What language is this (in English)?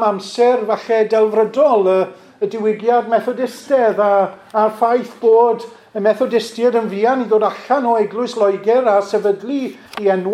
Welsh